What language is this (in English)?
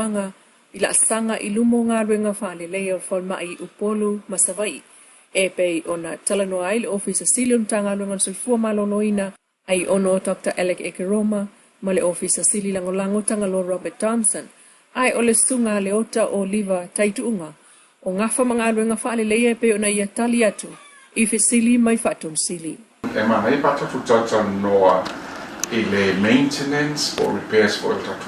Samoan